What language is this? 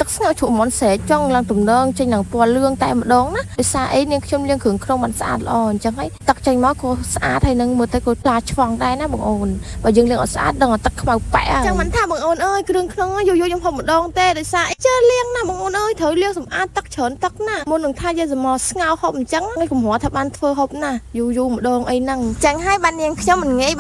Khmer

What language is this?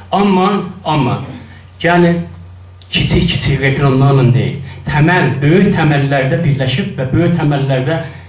South Azerbaijani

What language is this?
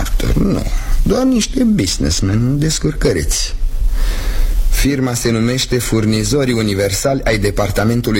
Romanian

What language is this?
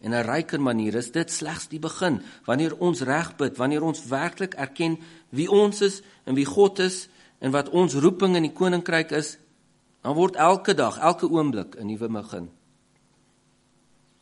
Afrikaans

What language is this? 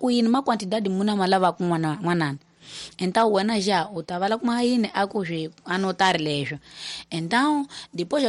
Tsonga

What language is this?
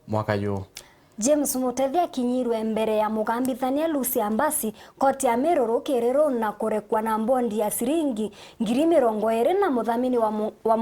Meru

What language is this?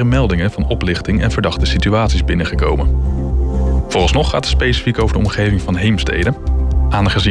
Dutch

